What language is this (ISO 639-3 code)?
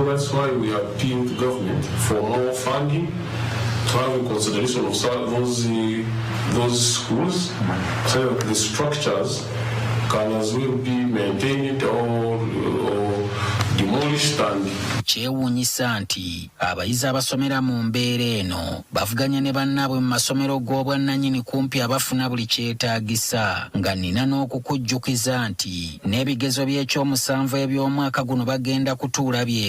lug